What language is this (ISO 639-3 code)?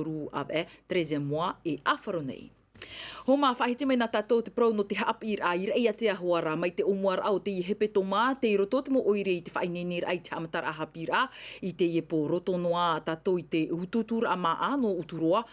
tah